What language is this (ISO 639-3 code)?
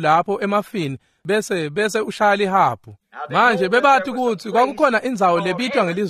ssw